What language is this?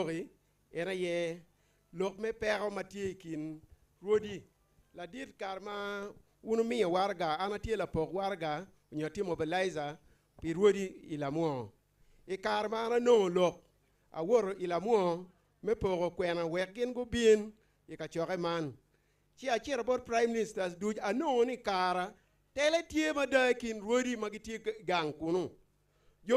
Acoli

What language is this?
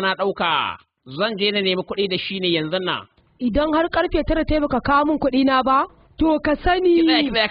Hausa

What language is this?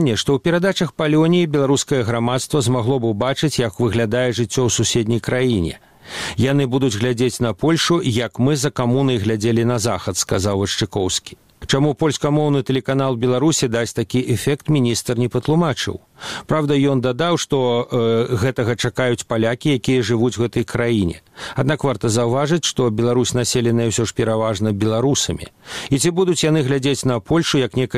Belarusian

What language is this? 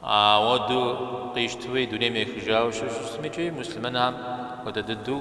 Kabardian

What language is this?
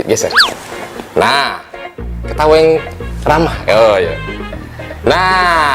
Musi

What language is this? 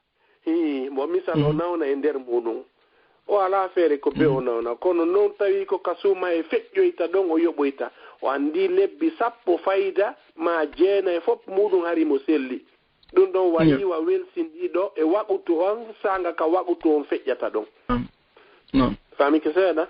Fula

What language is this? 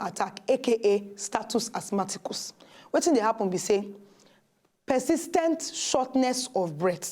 Nigerian Pidgin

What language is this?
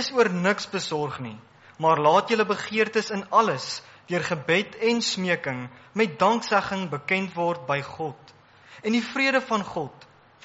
Afrikaans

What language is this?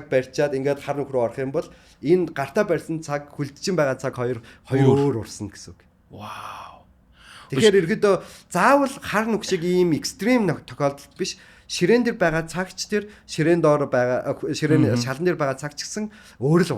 Mongolian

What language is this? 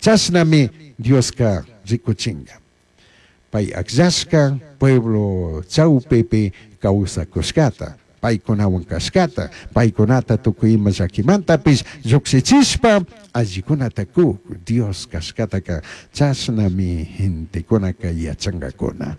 Chimborazo Highland Quichua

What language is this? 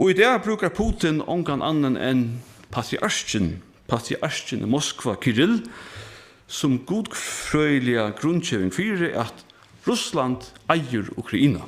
Faroese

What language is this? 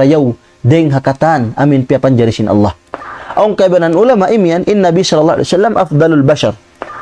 Tausug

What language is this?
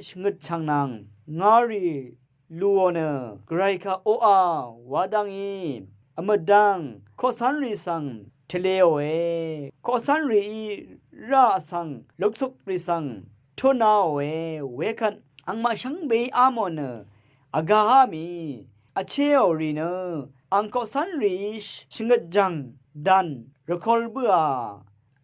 Rawang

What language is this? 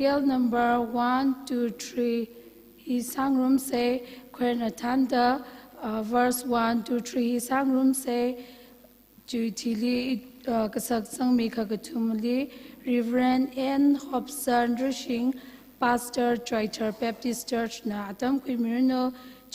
Tangkhul Naga (India)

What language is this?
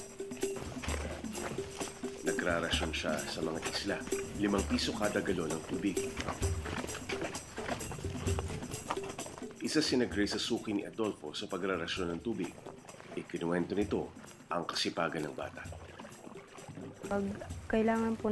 Filipino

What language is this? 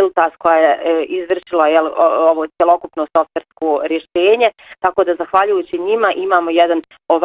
Bosnian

